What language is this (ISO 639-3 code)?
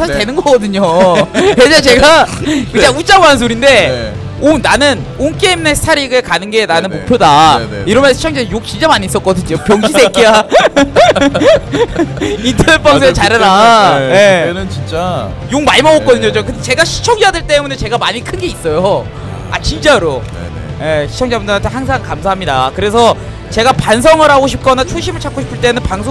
kor